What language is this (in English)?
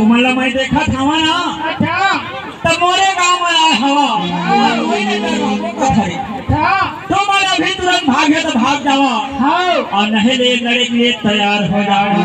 Chhattisgarhi